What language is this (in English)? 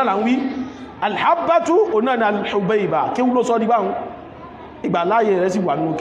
Yoruba